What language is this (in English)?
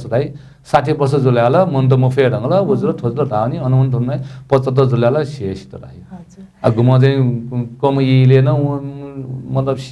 Newari